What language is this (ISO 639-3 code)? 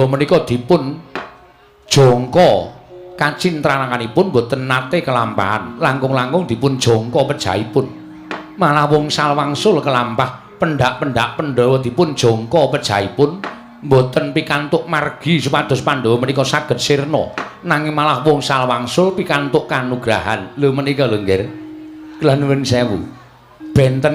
jav